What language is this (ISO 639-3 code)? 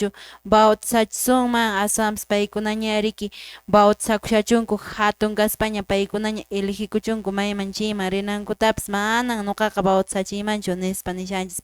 que